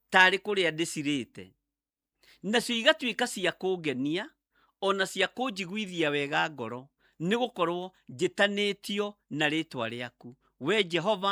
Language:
Kikuyu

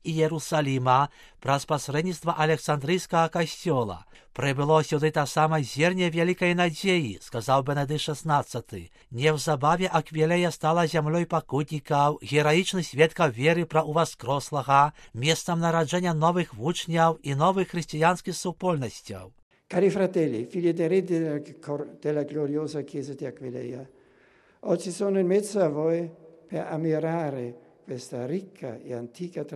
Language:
Belarusian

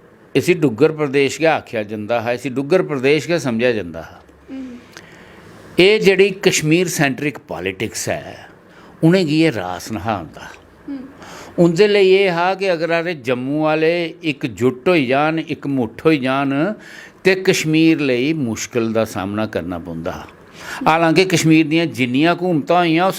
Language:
Dogri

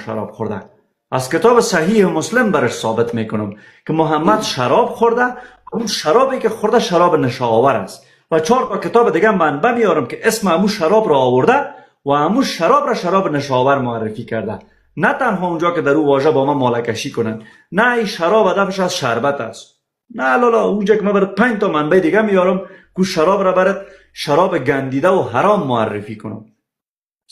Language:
Persian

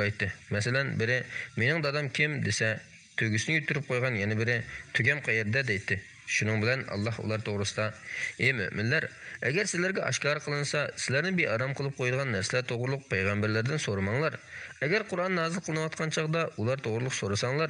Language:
Uyghur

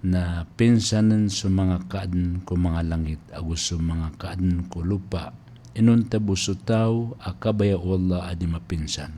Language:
Maranao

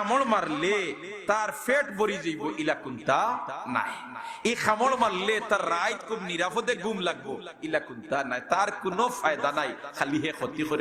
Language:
Sylheti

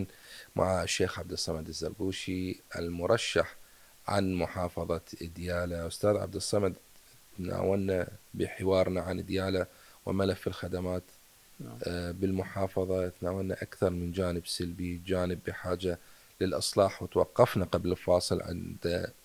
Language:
Mesopotamian Arabic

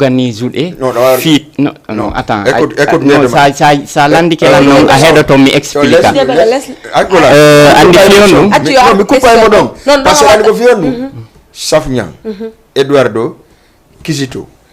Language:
Fula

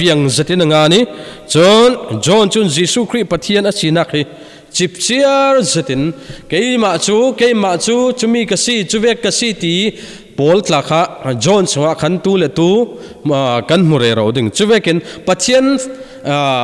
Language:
Falam Chin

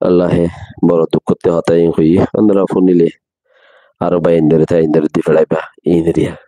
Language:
Rohingya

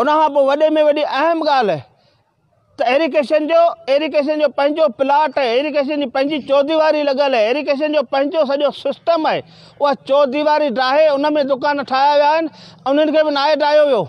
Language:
Sindhi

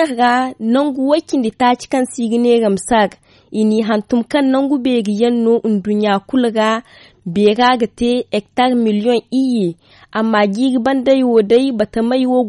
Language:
Zarma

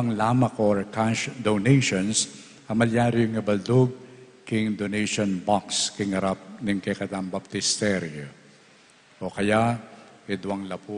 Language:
Pampanga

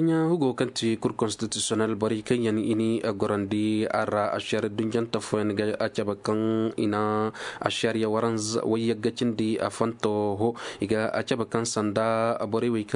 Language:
Zarma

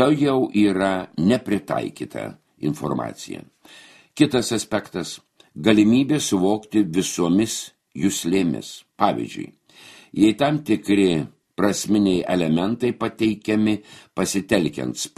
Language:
Lithuanian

